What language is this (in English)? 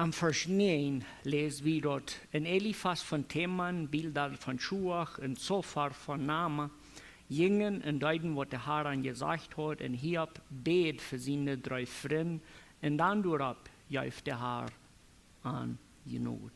Plautdietsch